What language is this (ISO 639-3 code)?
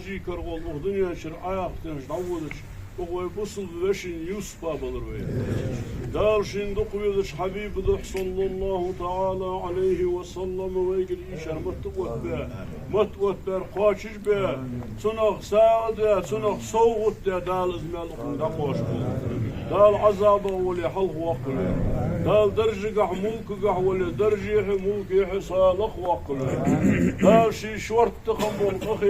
inh